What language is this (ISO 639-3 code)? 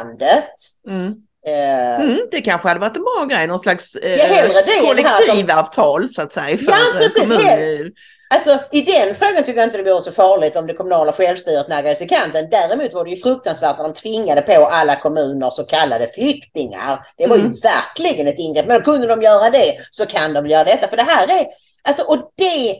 swe